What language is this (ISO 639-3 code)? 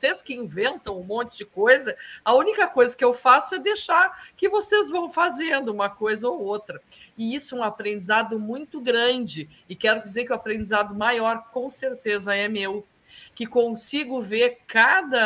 por